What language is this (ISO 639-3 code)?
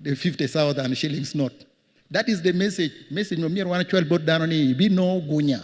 ach